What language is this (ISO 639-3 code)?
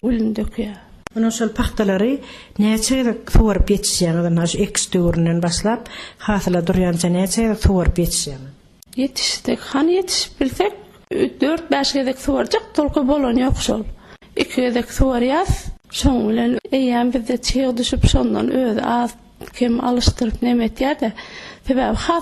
tuk